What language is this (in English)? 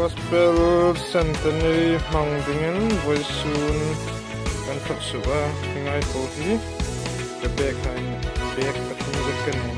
Hmar